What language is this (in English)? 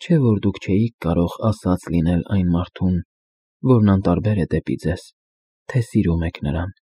Armenian